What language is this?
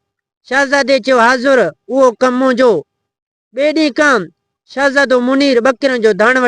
Sindhi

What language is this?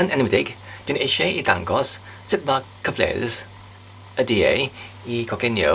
Welsh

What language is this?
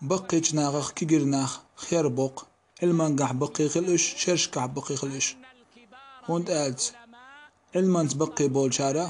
Chechen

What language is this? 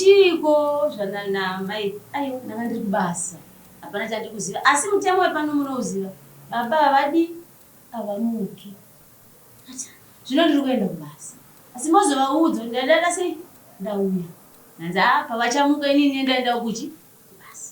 Shona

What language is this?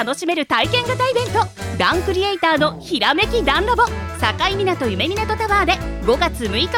Japanese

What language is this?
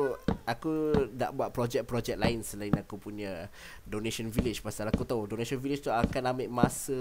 Malay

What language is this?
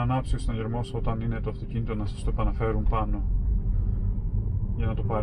Greek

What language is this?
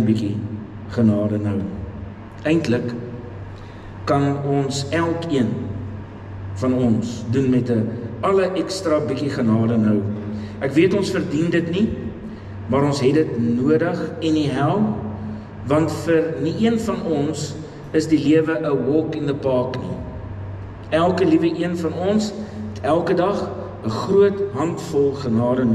Afrikaans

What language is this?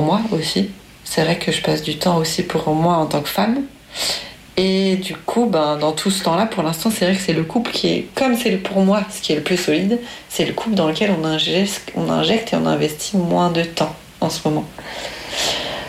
French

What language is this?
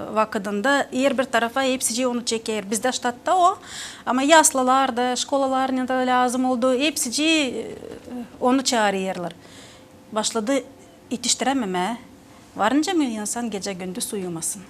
Gagauz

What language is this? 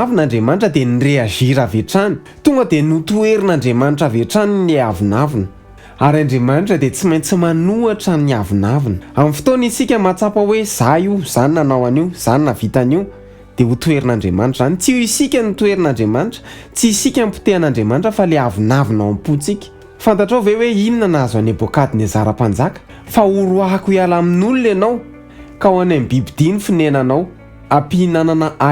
Malagasy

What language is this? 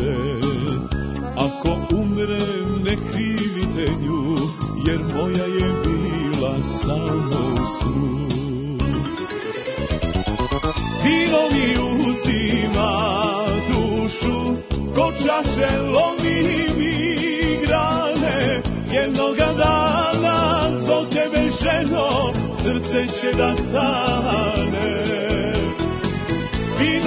Serbian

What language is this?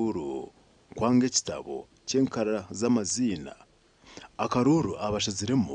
Nyankole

